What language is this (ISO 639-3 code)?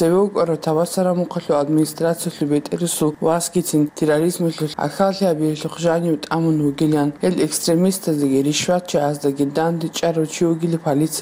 ava